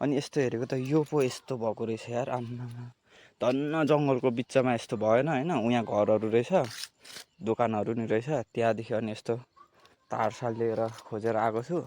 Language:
Nepali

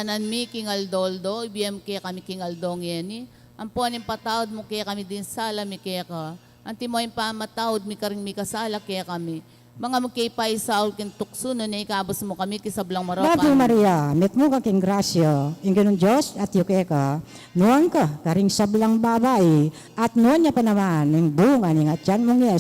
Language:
Pampanga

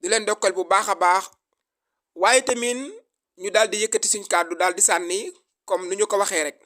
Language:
Wolof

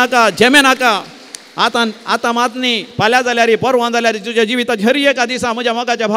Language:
Konkani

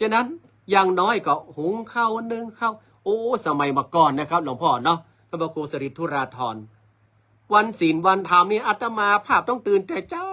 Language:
Northern Thai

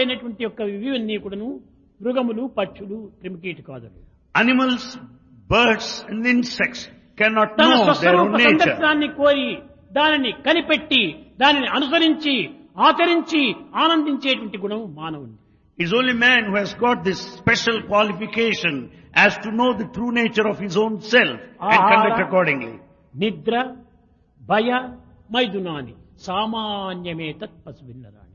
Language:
Telugu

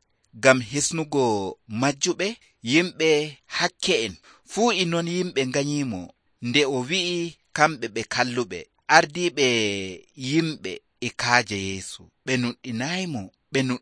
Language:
Nigerian Fulfulde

